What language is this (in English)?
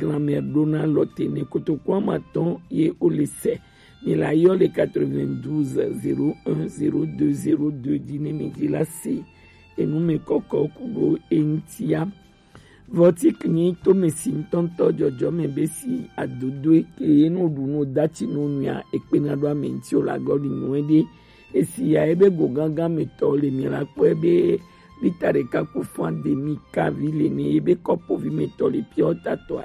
Gen